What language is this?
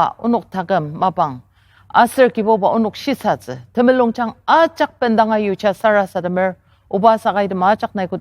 Ao Naga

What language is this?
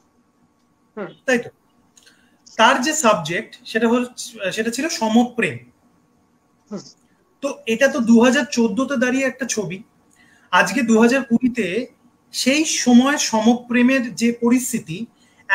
Bangla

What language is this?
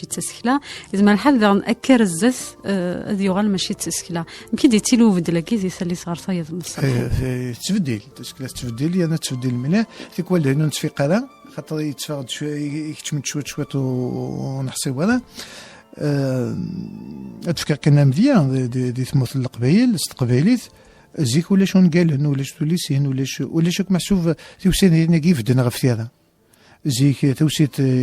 Kabyle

